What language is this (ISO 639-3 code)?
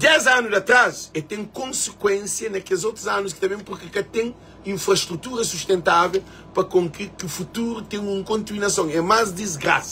kea